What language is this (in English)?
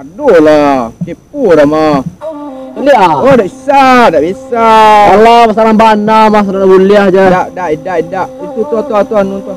Minangkabau